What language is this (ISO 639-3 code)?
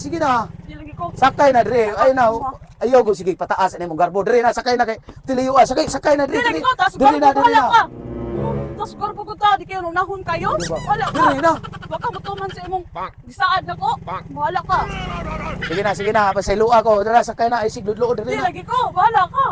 ceb